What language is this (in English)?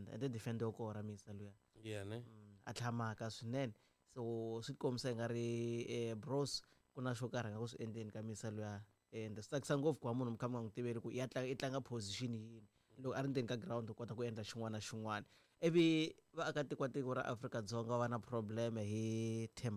Tsonga